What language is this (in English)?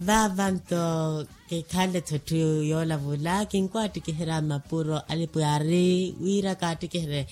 Makhuwa